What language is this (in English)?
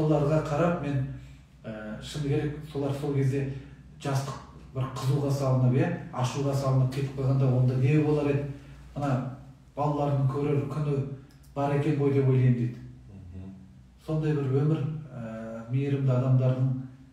Kazakh